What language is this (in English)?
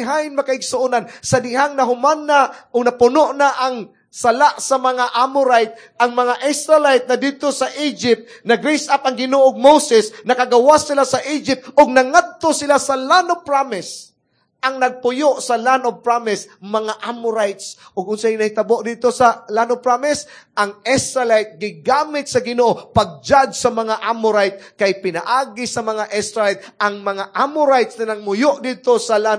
Cebuano